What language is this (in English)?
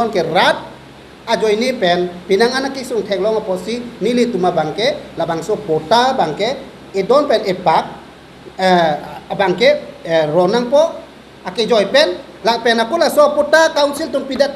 Karbi